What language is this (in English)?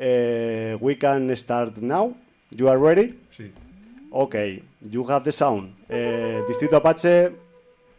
Swahili